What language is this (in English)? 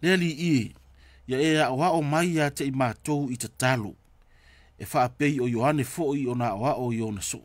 Samoan